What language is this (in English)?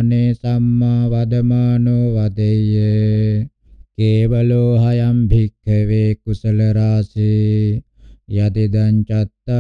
Pali